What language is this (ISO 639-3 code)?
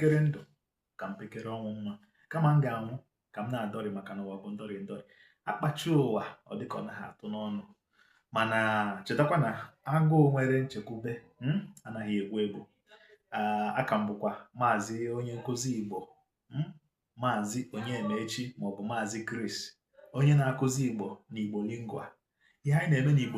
ibo